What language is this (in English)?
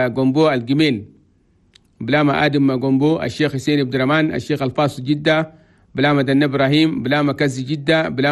Chadian Arabic